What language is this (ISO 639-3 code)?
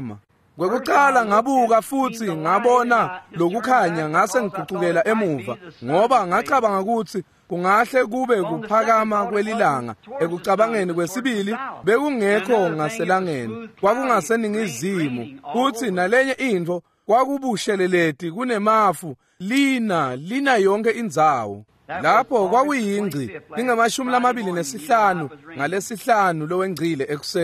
ssw